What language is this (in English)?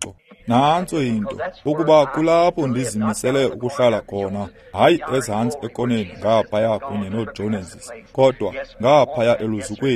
Xhosa